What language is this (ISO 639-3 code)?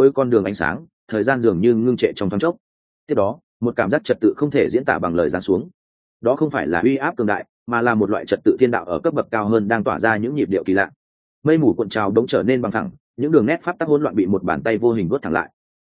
vie